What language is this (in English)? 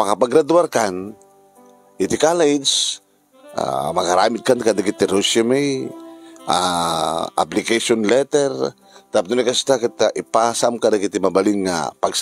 Iloko